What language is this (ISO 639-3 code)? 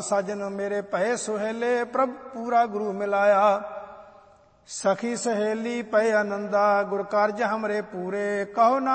pan